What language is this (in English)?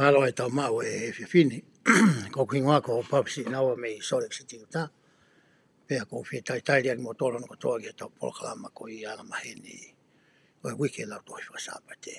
Tongan